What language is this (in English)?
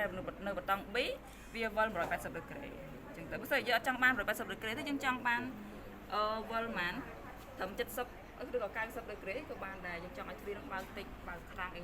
Khmer